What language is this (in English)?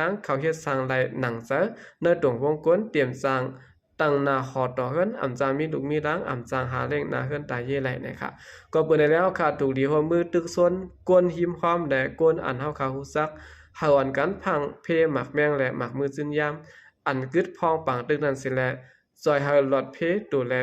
Shan